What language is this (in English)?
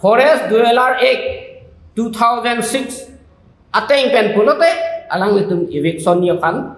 Karbi